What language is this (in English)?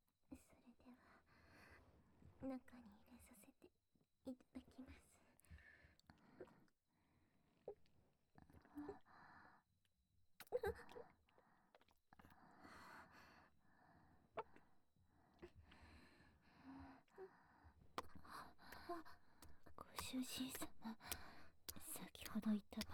Japanese